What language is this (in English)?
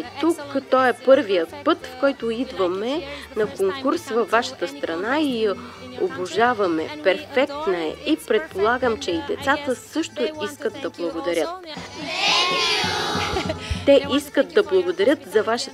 Bulgarian